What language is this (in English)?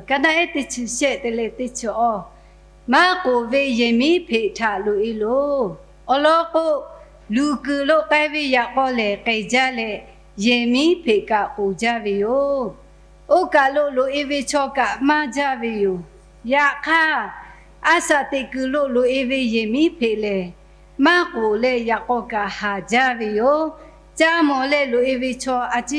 Lahu